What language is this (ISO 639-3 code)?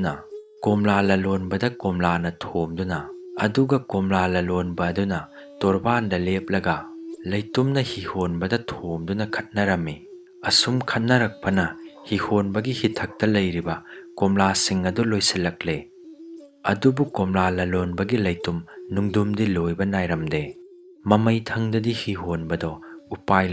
mni